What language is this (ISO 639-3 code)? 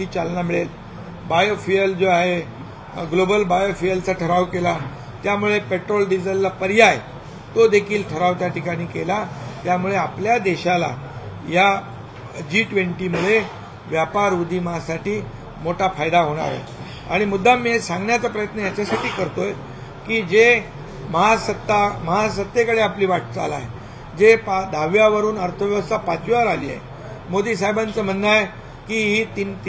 mar